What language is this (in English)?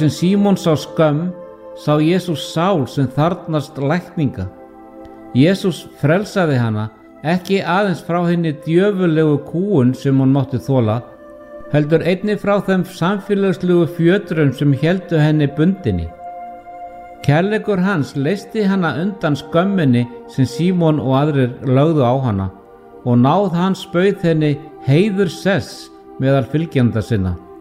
Icelandic